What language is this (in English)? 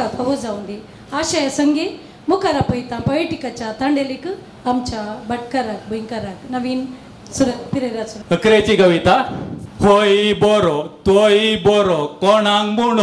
Konkani